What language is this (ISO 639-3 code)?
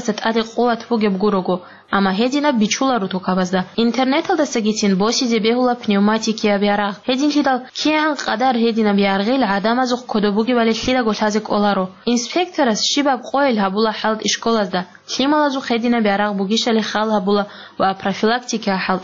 ava